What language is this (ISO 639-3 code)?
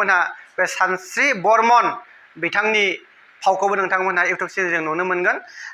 brx